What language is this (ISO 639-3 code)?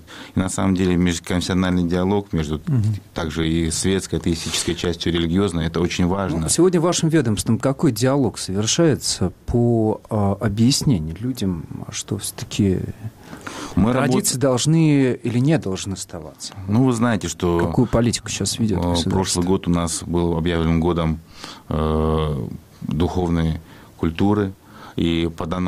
rus